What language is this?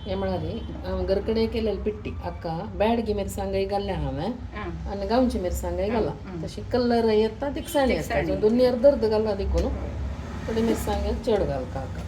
Konkani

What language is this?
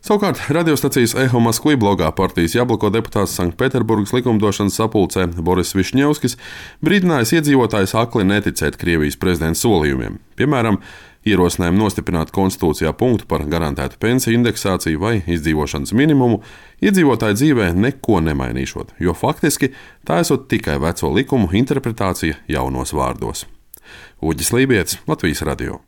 Latvian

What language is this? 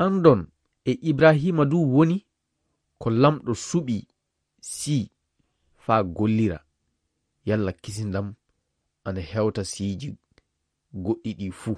Fula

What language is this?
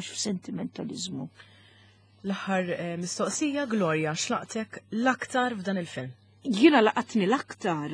Maltese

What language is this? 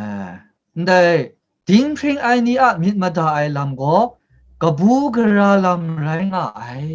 Kachin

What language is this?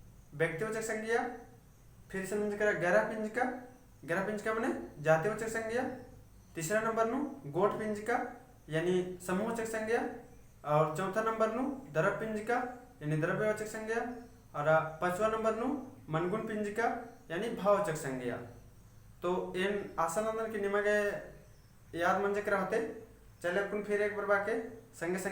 Kurukh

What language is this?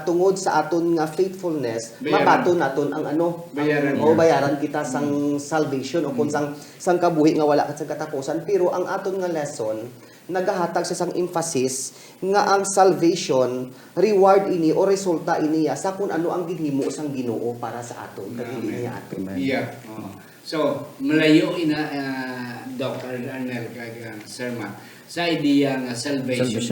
Hiligaynon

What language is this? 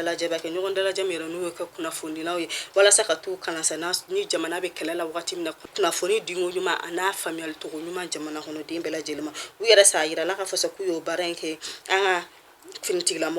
Bambara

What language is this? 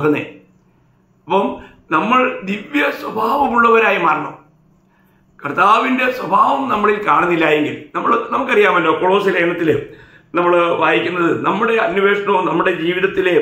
Malayalam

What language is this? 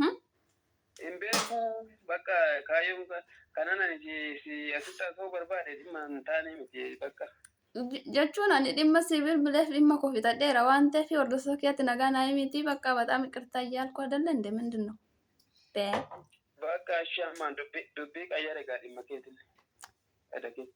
Oromo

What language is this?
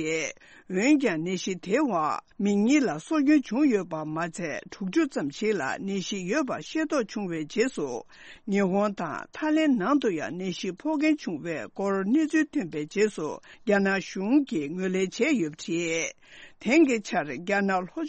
Tibetan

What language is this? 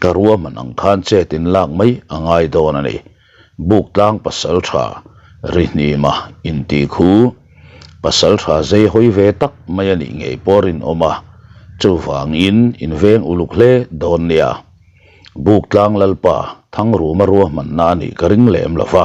Mizo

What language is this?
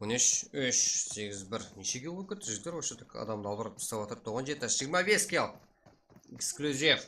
Kara-Kalpak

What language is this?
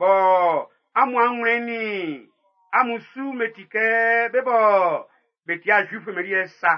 Baoulé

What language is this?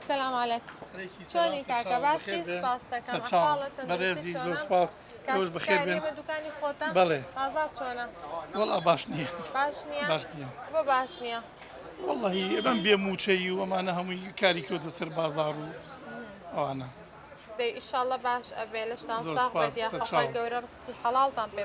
Central Kurdish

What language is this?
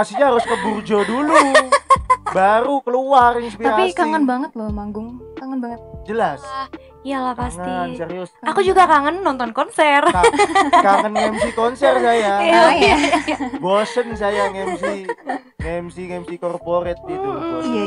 Indonesian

